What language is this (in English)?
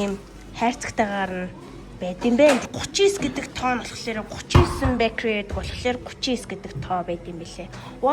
Mongolian